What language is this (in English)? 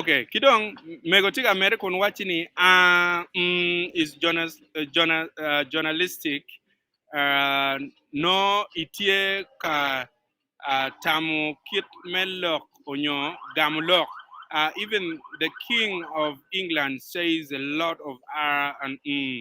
Acoli